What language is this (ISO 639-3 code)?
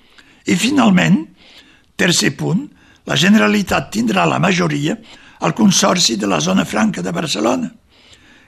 cat